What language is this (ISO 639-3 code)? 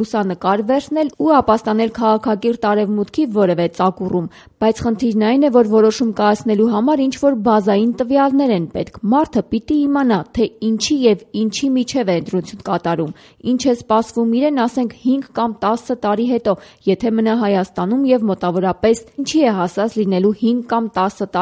hye